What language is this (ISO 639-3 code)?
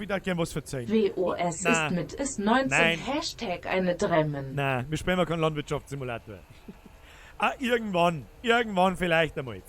bar